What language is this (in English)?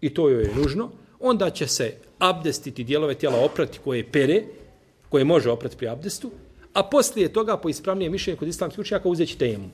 Bosnian